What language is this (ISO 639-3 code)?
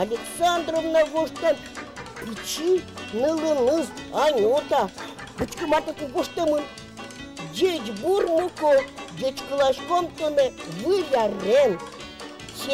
udm